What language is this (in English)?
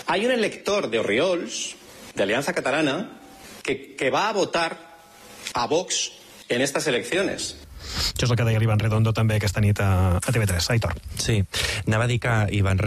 Catalan